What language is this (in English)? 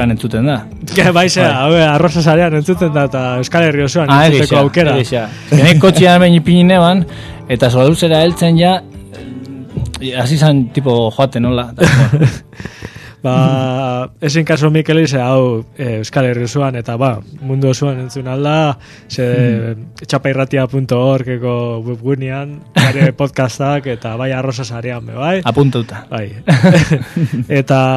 Basque